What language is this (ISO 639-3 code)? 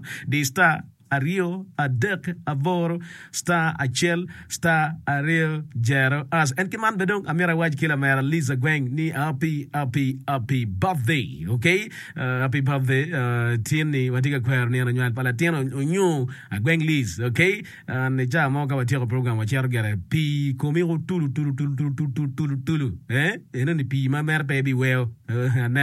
ach